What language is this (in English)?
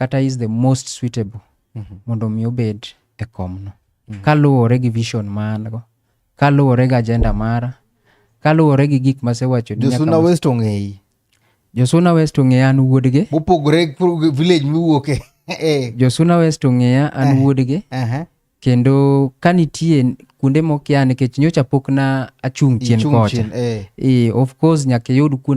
Luo (Kenya and Tanzania)